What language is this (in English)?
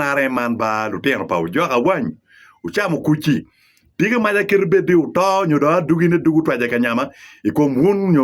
Acoli